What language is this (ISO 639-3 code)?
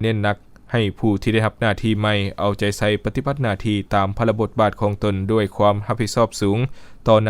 lao